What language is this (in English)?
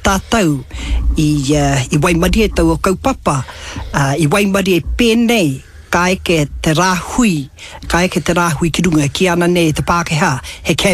Māori